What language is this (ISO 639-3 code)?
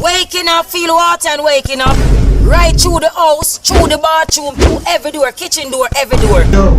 jam